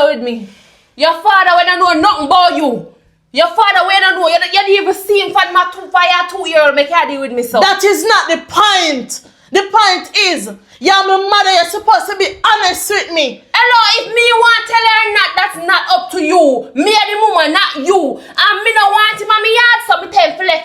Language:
Jamaican Creole English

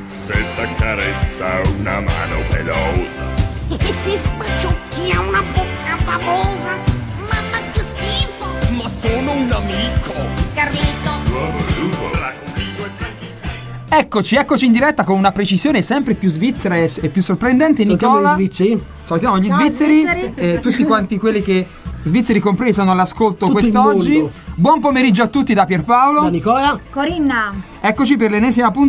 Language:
Italian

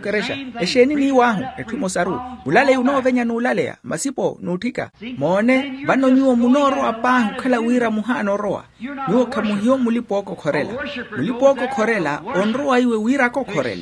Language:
Makhuwa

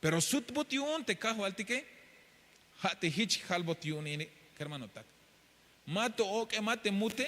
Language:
Tzeltal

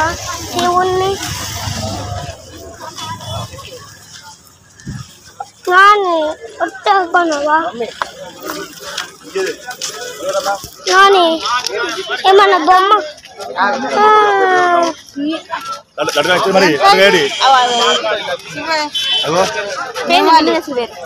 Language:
Telugu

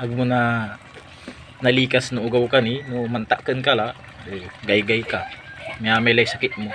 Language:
Pangasinan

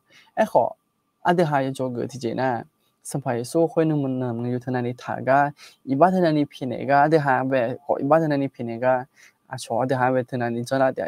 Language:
Akha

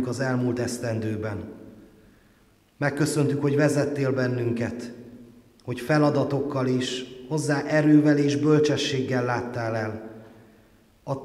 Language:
Hungarian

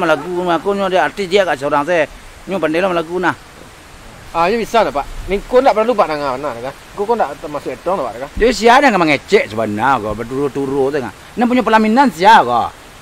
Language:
Minangkabau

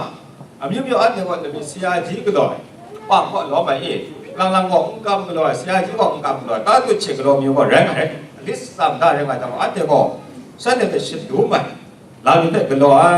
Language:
Kachin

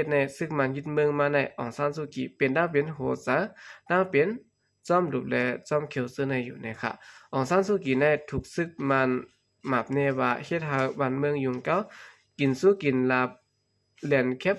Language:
Shan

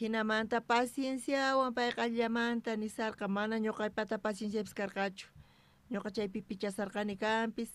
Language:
South Bolivian Quechua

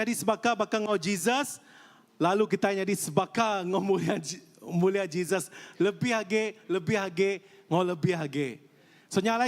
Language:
Iban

